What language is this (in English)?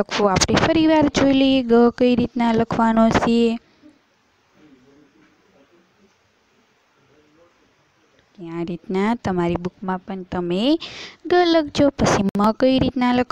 Gujarati